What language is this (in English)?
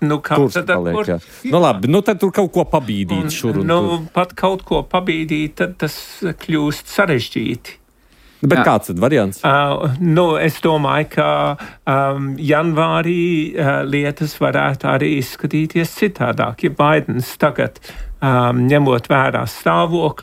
Latvian